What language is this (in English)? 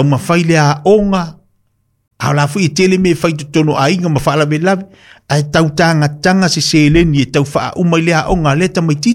Samoan